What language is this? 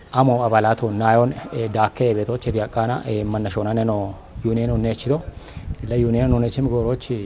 Kafa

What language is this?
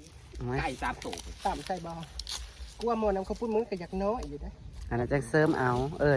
Northeastern Thai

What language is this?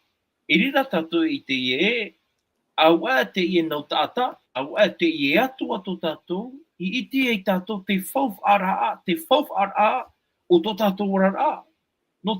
Tahitian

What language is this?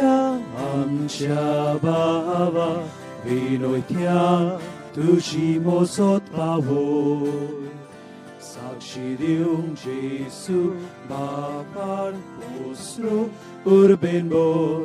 Konkani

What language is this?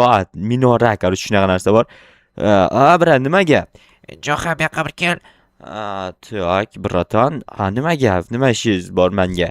Uzbek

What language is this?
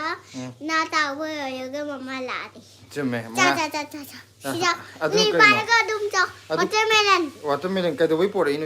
Manipuri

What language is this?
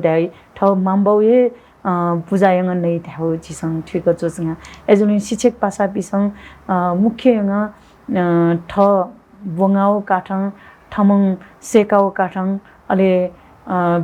Newari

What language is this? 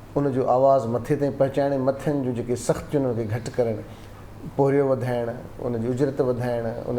Sindhi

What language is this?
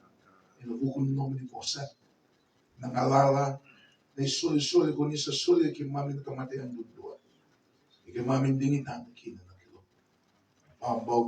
Fijian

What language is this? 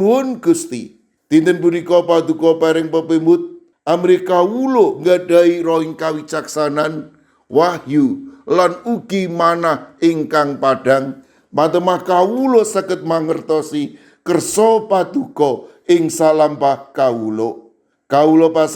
Javanese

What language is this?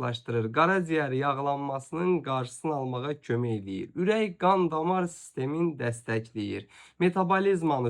Azerbaijani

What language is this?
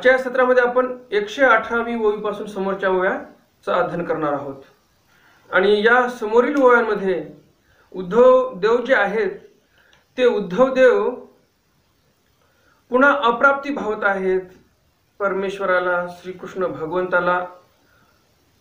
Marathi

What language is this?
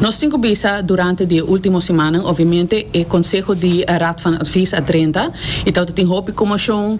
Papiamento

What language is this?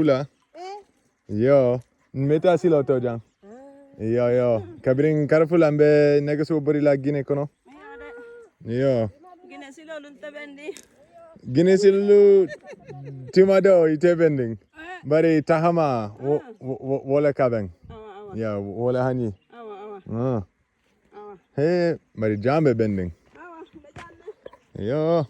Jahanka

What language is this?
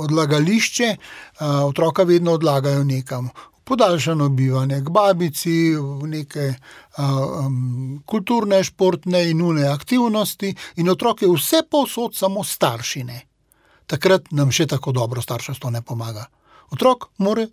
Slovenian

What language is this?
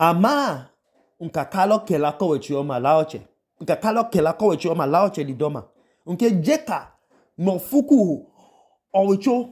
Idoma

